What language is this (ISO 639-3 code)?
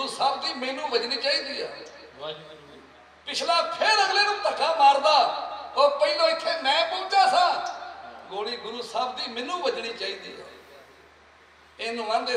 pan